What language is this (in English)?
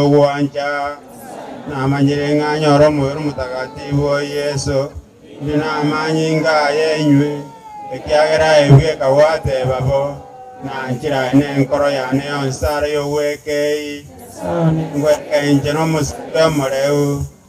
Gusii